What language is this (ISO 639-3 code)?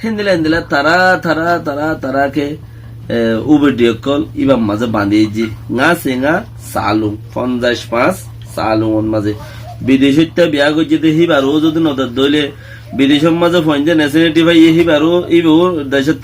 rhg